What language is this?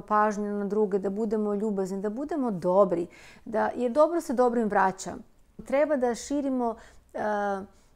Serbian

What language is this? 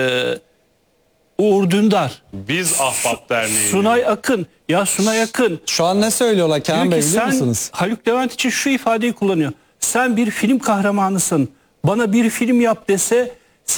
Turkish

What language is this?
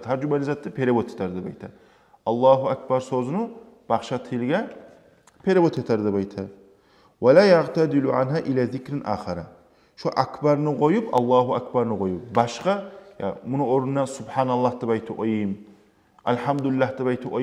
Kumyk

